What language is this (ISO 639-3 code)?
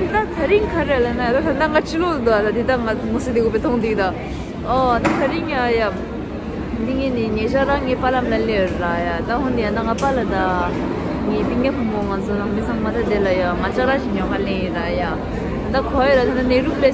bod